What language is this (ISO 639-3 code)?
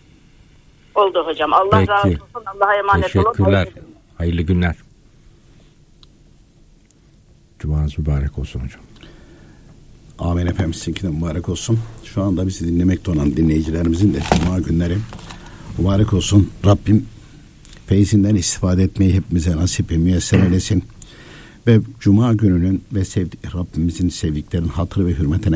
tur